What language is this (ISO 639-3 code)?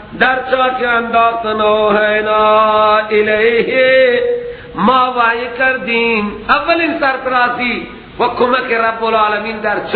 fas